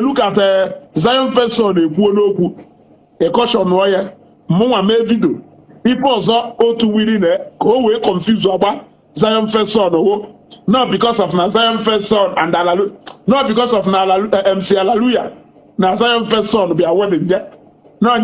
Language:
Igbo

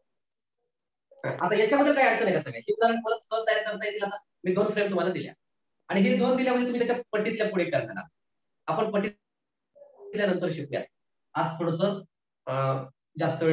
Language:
Marathi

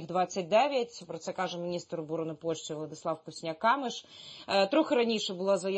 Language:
Ukrainian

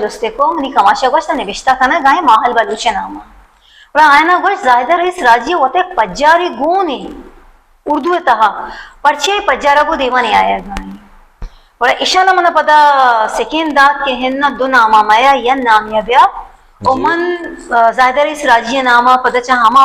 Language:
Baluchi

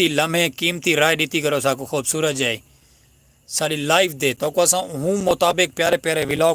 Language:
Saraiki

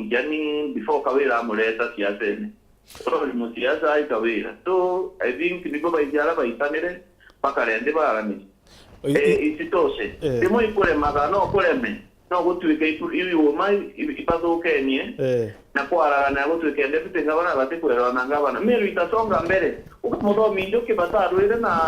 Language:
Meru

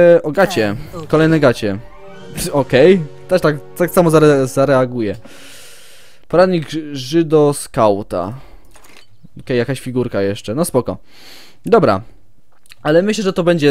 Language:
Polish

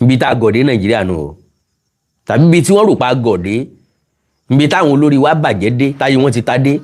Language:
Yoruba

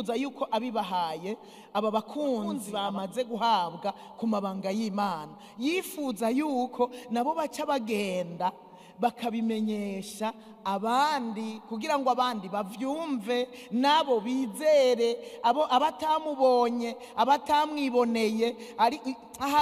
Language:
Rundi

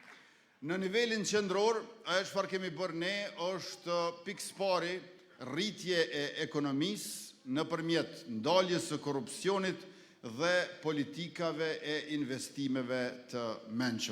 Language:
Albanian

